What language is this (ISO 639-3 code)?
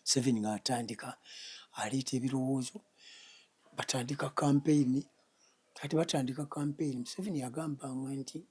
lug